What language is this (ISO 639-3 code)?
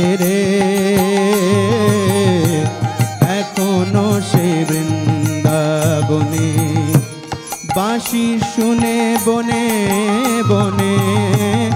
ben